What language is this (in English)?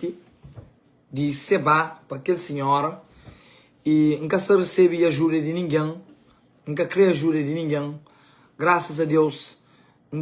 Kabuverdianu